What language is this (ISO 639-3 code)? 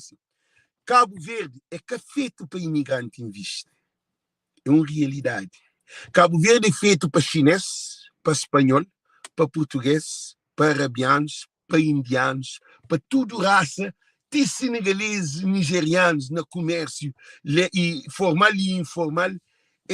kea